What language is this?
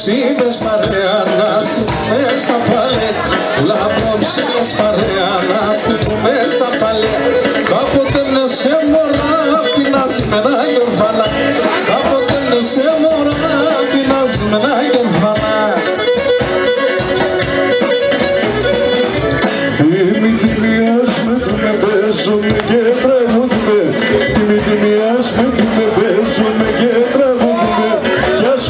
Greek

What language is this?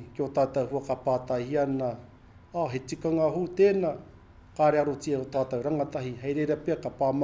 Māori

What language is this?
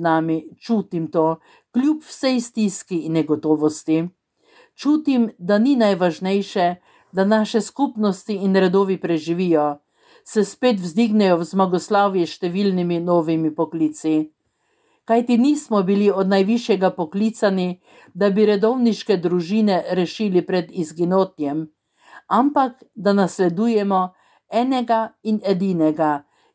Slovenian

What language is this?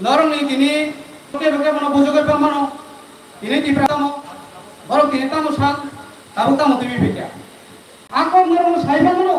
Kok Borok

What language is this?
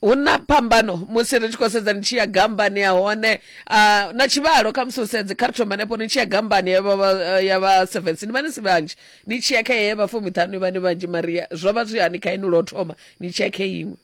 Venda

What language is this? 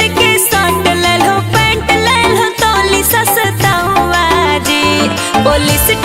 Magahi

